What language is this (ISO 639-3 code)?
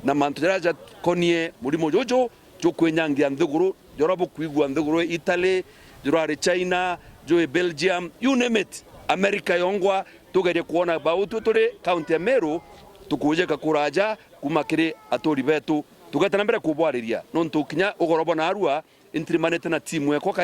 mer